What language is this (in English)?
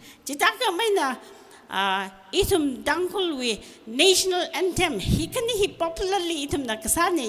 Tangkhul Naga (India)